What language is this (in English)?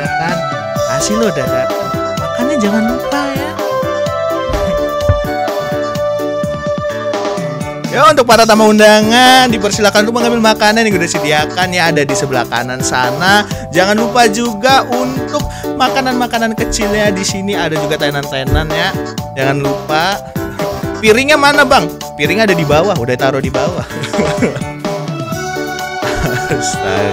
Indonesian